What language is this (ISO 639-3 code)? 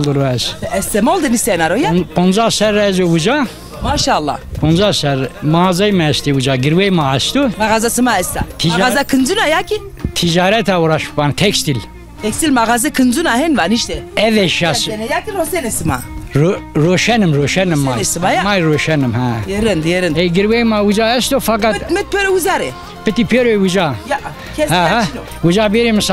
zza